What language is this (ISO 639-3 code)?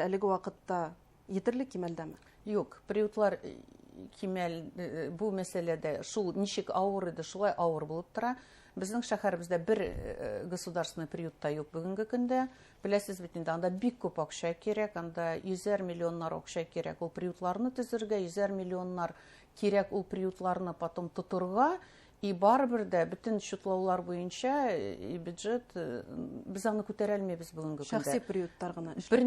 bak